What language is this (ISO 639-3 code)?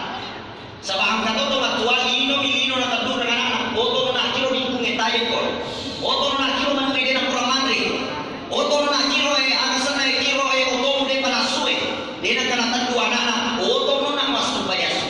bug